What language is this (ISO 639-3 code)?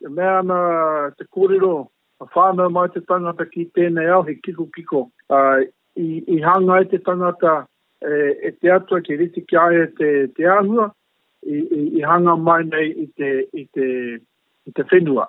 mri